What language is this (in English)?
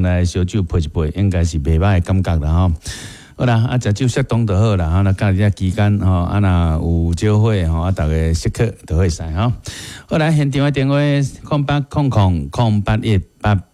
Min Nan Chinese